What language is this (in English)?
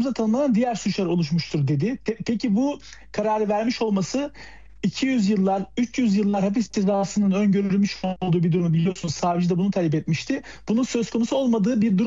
Turkish